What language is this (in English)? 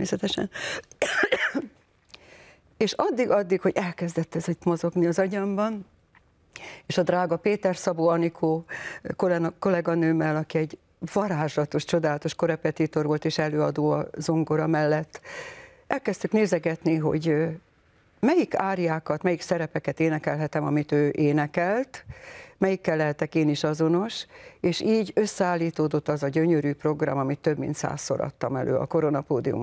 Hungarian